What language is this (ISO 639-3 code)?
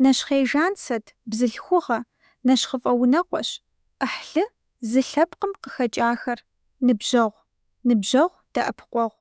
kbd